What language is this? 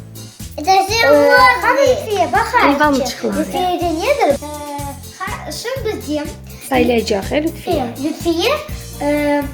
Crimean Tatar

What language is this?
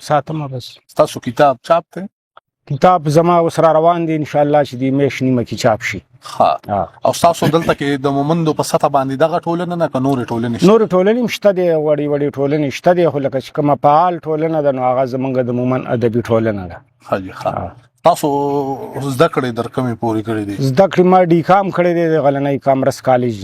Pashto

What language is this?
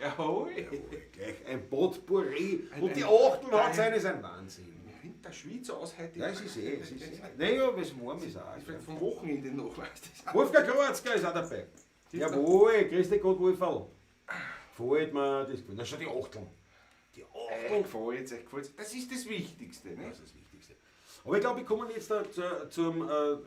Bavarian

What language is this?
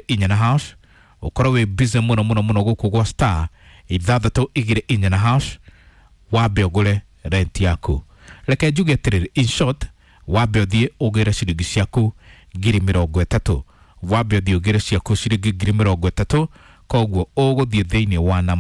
Kikuyu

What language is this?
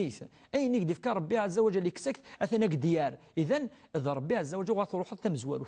Kabyle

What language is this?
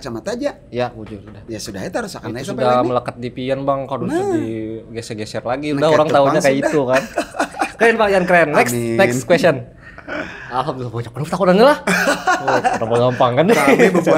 Banjar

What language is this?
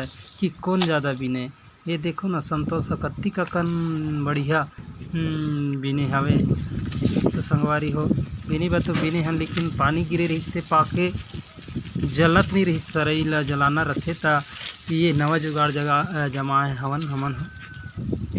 Chhattisgarhi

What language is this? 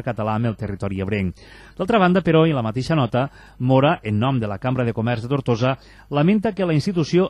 Catalan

